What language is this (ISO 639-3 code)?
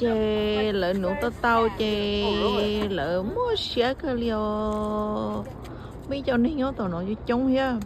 hmn